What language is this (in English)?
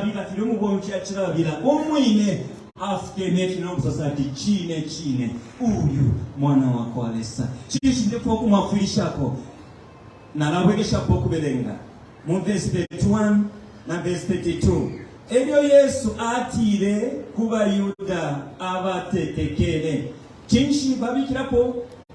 Bemba